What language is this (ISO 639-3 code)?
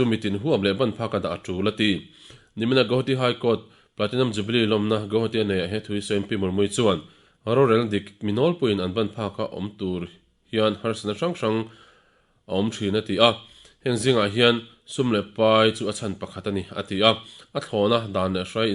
lus